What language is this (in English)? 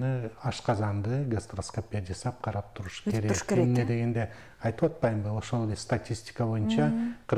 Kyrgyz